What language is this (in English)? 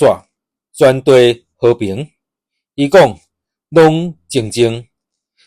Min Nan Chinese